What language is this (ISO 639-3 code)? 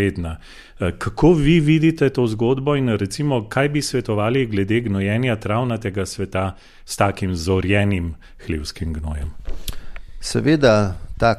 slv